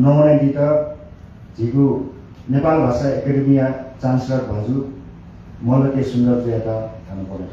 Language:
Newari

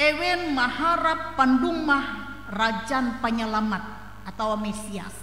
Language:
Ngaju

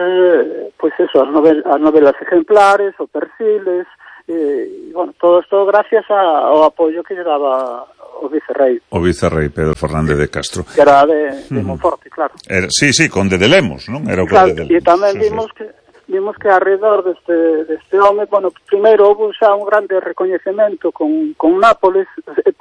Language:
Galician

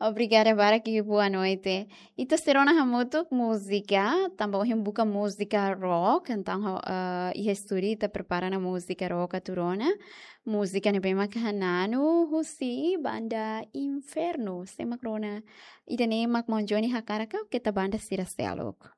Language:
Tetum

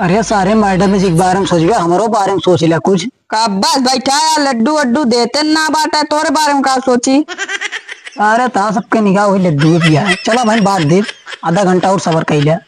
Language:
Awadhi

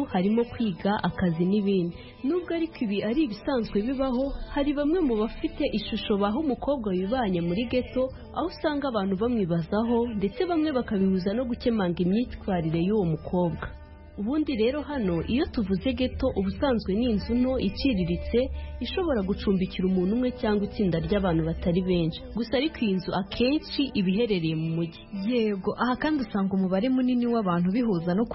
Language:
Kinyarwanda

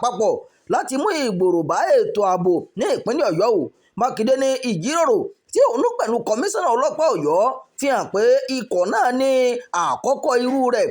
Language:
Yoruba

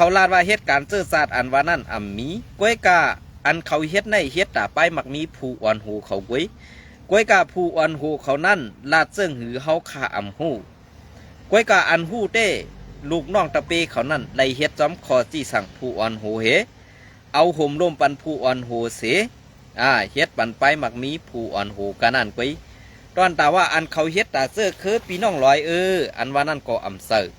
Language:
Shan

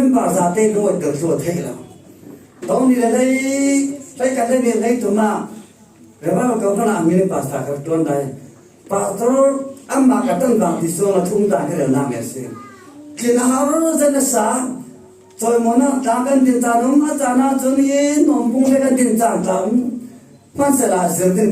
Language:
Falam Chin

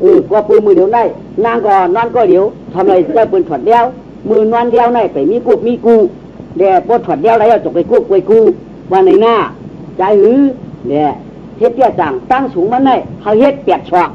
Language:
Shan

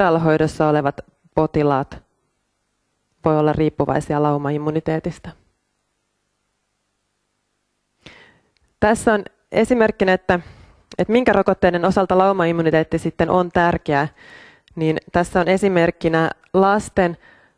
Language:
Finnish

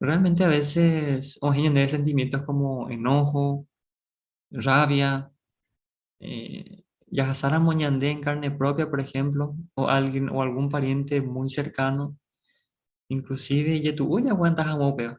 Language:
Guarani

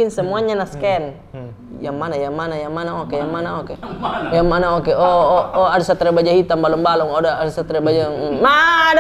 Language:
Makassar Malay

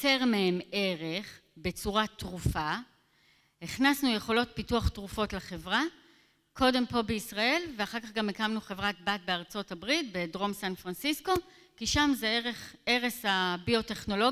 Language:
Hebrew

